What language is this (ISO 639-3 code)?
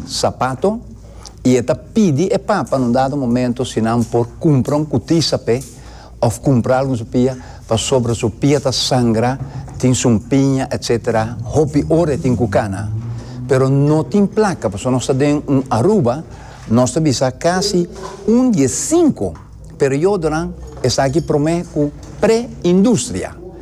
pap